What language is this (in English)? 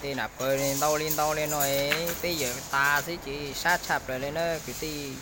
Hmong